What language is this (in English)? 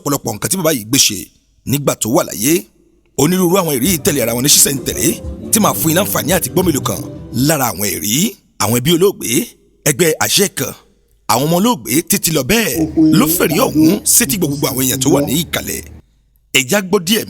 Yoruba